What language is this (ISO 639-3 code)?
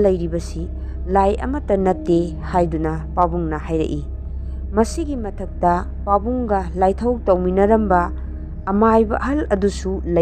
mni